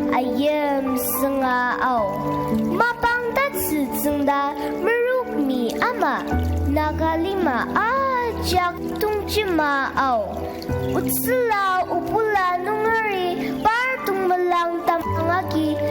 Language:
Ao Naga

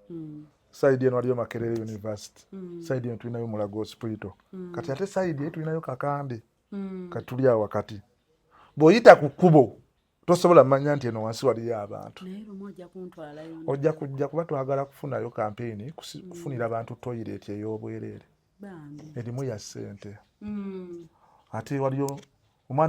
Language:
Ganda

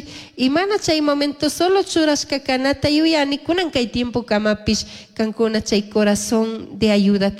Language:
Chimborazo Highland Quichua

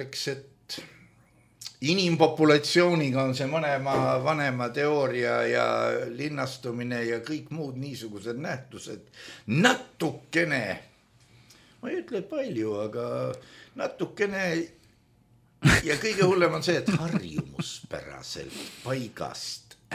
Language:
Estonian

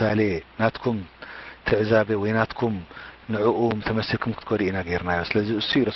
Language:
Tigrinya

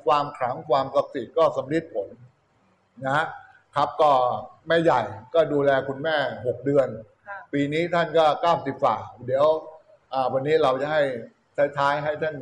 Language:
Thai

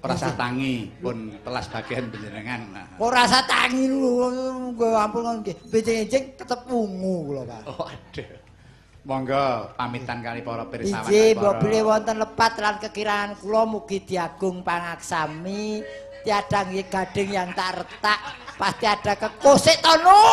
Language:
Javanese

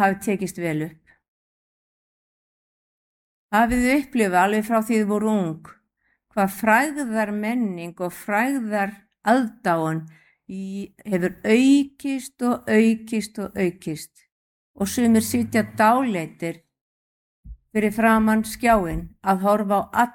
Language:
Icelandic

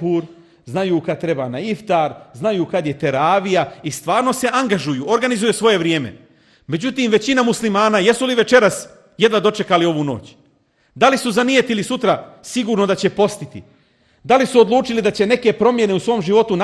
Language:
Bosnian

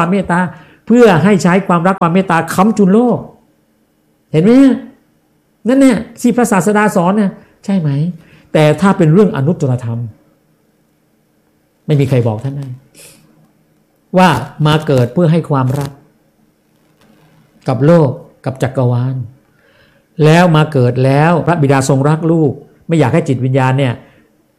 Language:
Thai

